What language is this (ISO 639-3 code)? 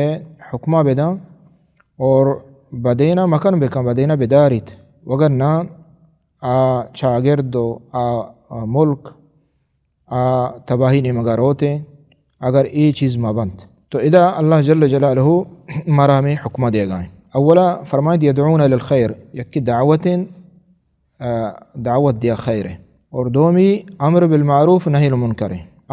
bal